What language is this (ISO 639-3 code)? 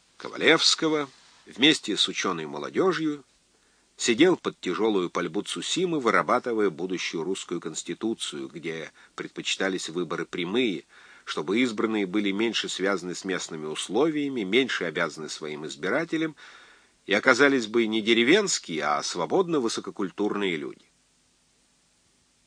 rus